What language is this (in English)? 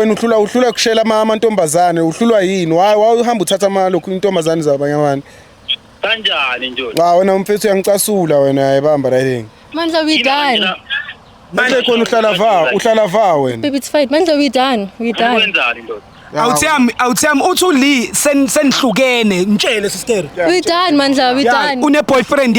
Zulu